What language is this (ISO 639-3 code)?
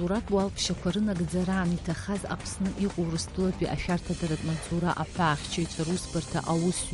abk